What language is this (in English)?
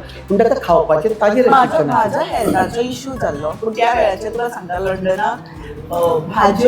Konkani